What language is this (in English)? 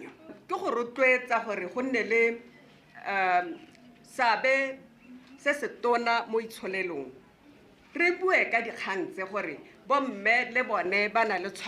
Tswana